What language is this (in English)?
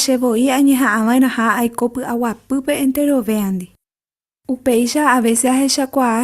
Guarani